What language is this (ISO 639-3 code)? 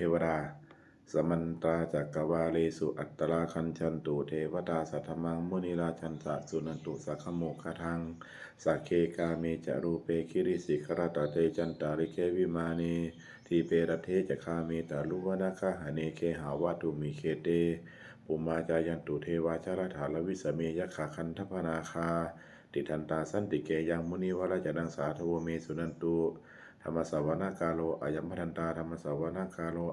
pli